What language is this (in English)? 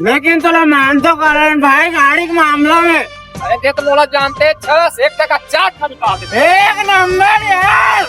Chhattisgarhi